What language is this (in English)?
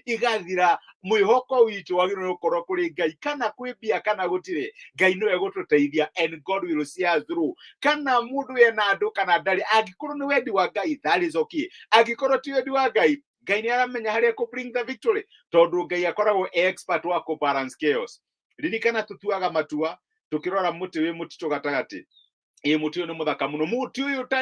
Kikuyu